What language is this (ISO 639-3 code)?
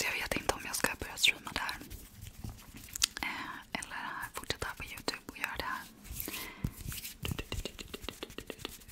swe